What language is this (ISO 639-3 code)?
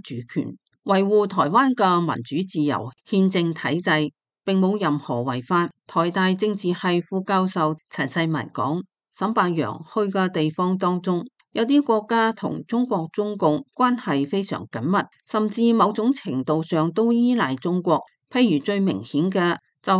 yue